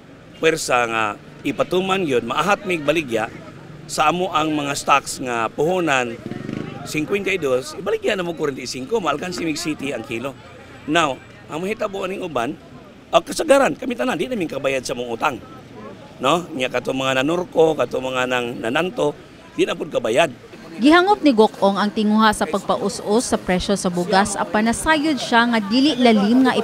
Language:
Cebuano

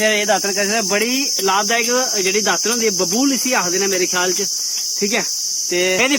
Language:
Dogri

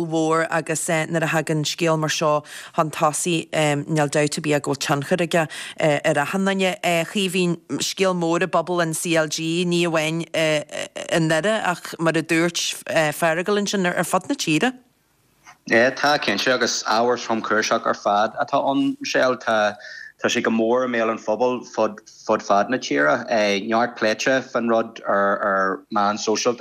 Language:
Irish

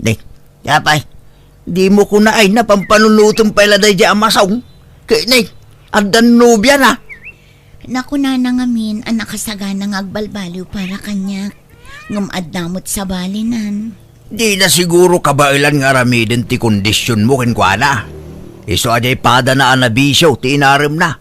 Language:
Iloko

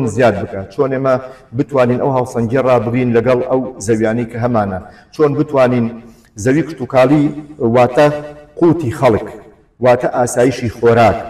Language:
Central Kurdish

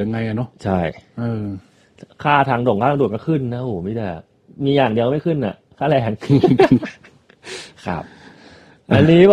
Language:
Thai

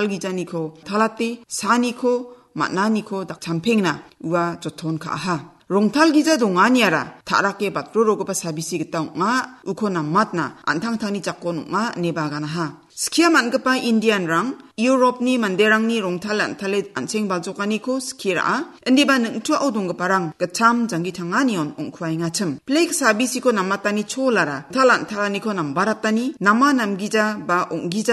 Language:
Garo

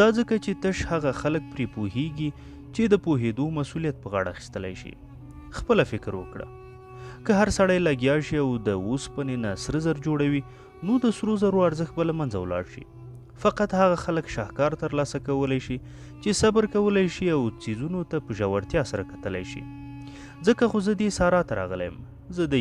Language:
Pashto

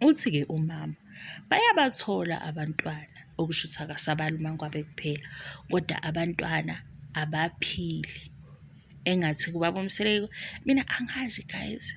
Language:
Zulu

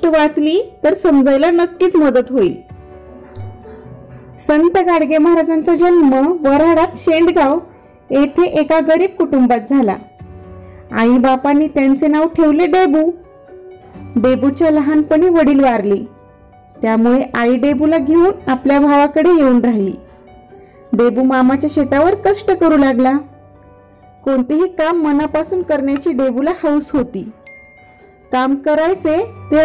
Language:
Marathi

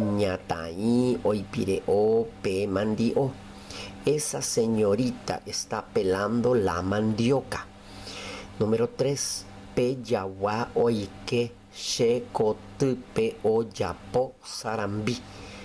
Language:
Guarani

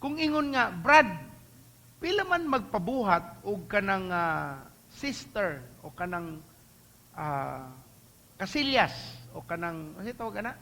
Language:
Cebuano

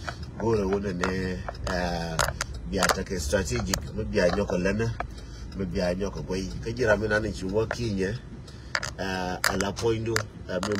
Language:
Nuer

